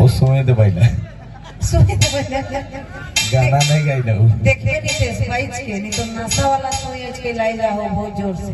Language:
Sadri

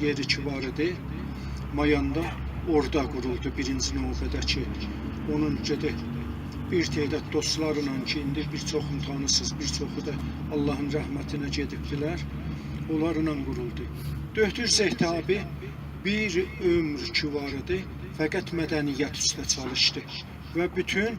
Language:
South Azerbaijani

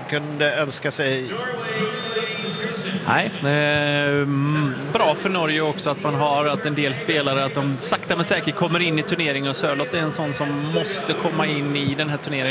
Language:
Swedish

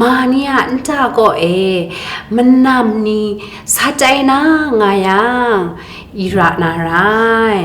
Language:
Kachin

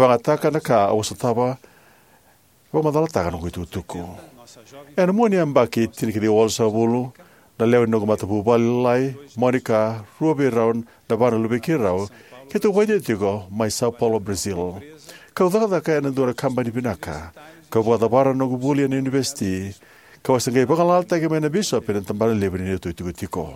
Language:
Fijian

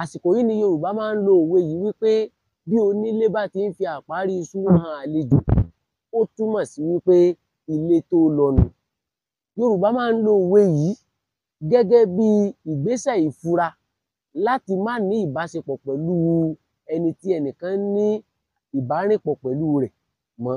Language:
Yoruba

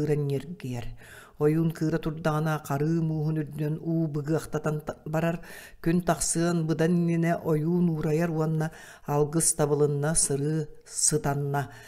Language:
Yakut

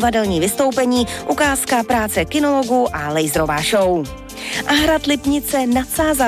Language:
Czech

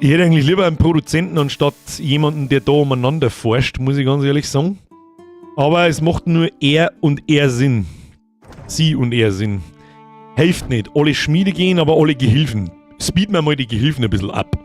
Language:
Bavarian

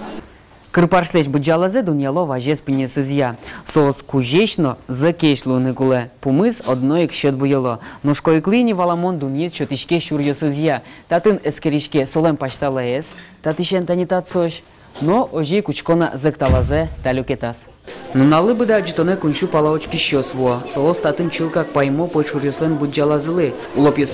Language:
Udmurt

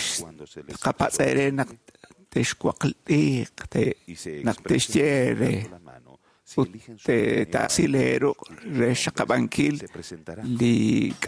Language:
Kekchí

